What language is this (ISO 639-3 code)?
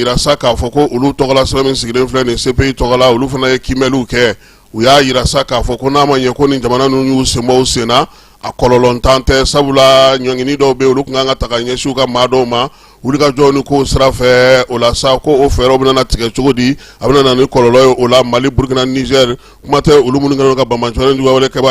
bam